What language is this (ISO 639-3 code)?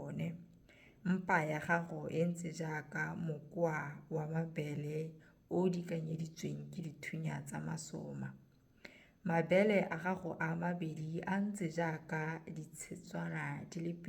tsn